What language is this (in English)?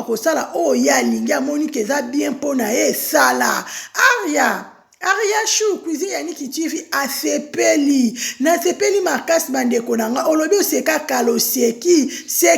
Lingala